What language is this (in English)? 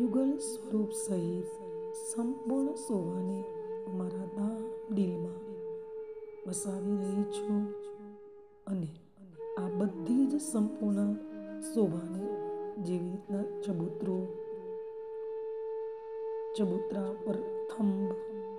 Gujarati